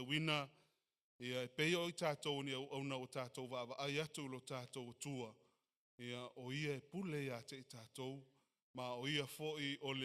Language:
Samoan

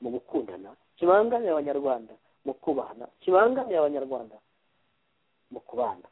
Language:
Kinyarwanda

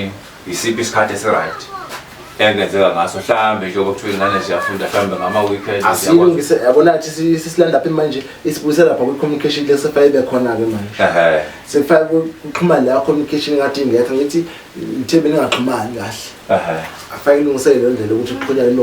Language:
Zulu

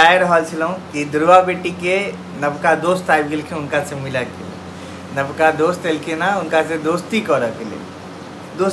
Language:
Maithili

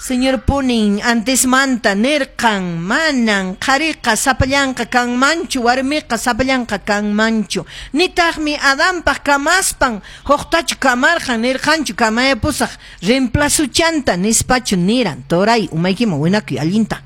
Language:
Quechua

